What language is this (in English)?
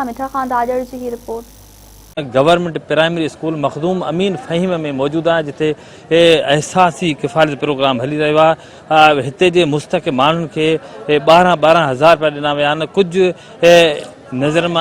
Sindhi